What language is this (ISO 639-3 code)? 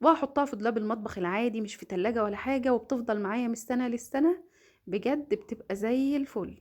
arz